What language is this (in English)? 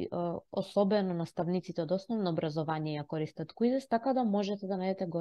Macedonian